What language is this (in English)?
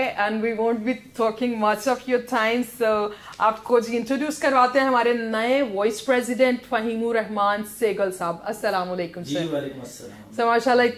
Urdu